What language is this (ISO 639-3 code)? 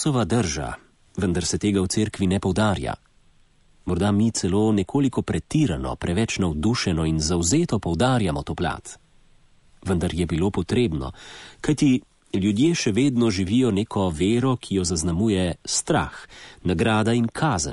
slv